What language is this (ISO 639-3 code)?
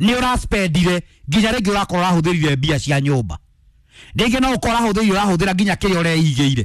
kik